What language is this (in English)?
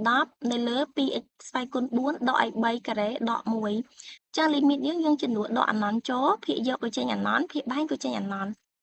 Khmer